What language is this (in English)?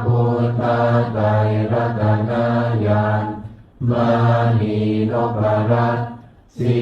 Pali